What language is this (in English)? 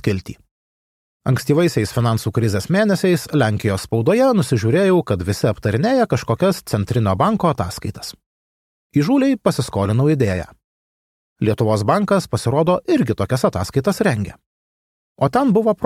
Lithuanian